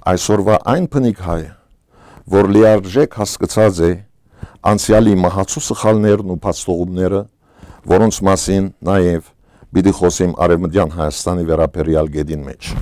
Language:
Western Armenian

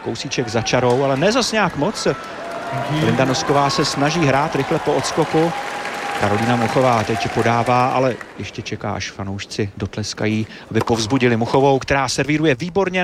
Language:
Czech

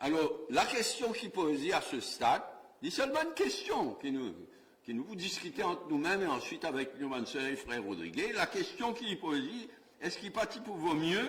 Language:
Morisyen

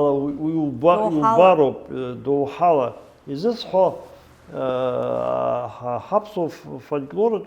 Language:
Abkhazian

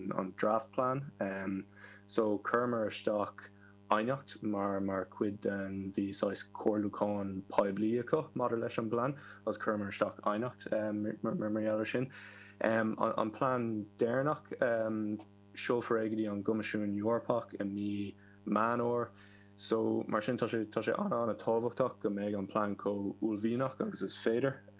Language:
Irish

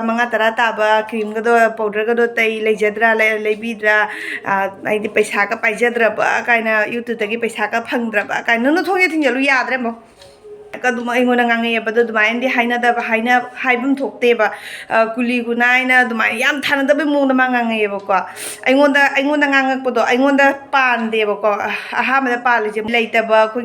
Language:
Manipuri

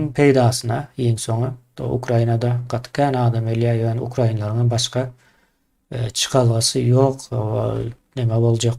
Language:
Turkmen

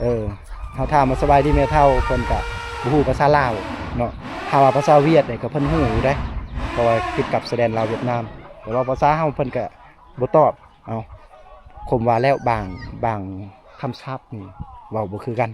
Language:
Lao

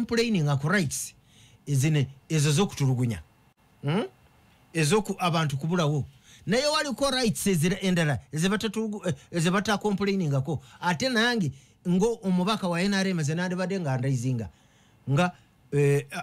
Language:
Ganda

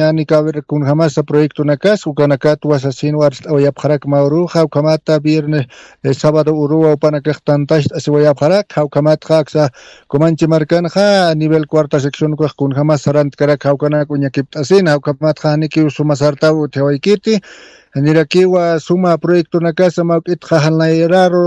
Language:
Aymara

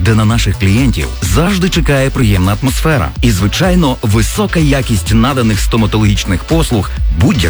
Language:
Ukrainian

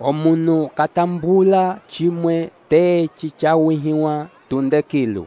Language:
Umbundu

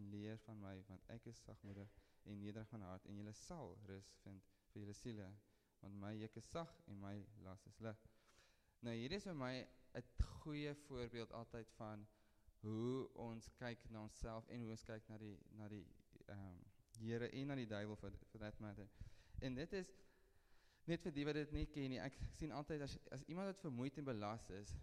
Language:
Afrikaans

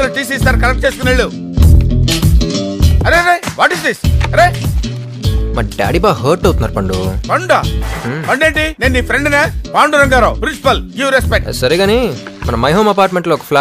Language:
Telugu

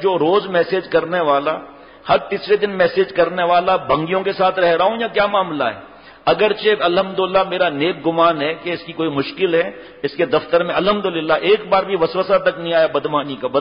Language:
Urdu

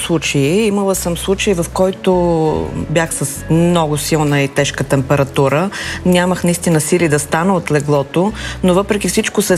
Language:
Bulgarian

